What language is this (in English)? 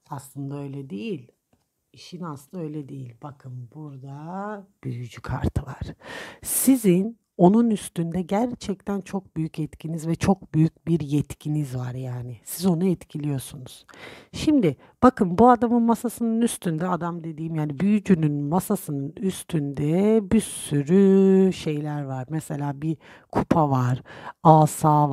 Turkish